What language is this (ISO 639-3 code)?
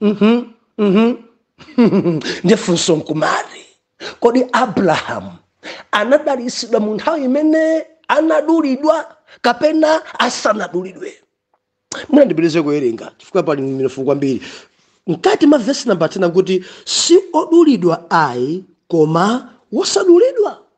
nya